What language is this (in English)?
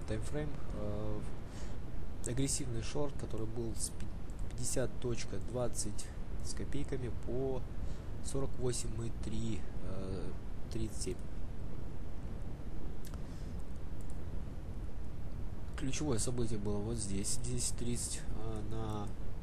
Russian